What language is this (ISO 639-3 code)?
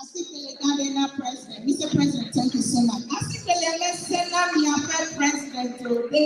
ewe